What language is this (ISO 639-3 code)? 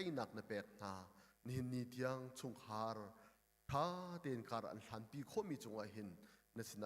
cnh